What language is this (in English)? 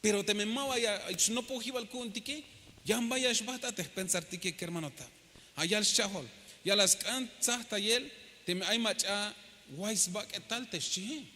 Tzeltal